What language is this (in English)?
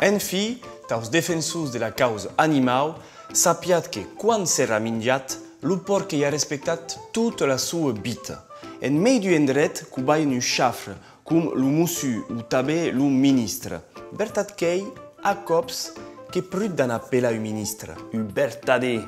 Occitan